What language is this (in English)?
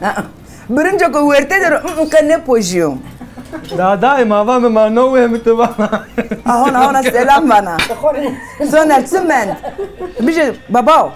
Zaza